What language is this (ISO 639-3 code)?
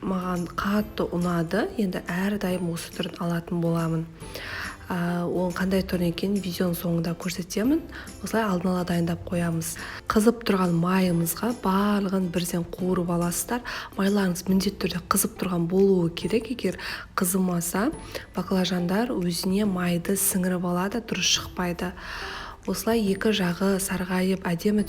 kaz